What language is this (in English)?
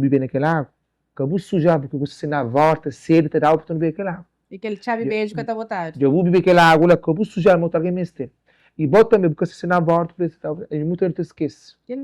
Kabuverdianu